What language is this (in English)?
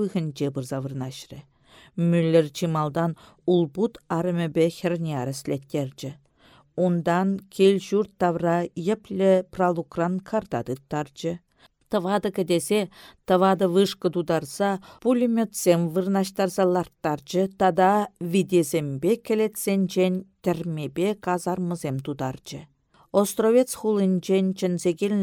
Chuvash